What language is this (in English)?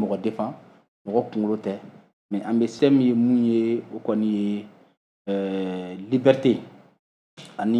Bambara